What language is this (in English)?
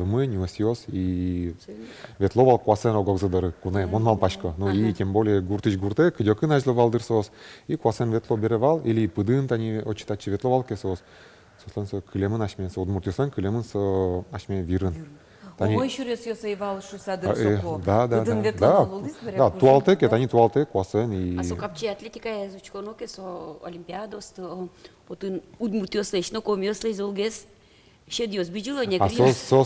Udmurt